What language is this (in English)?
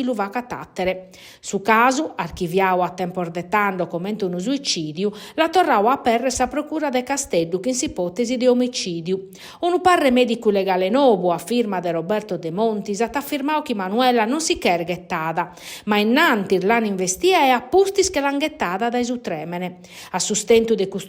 Sardinian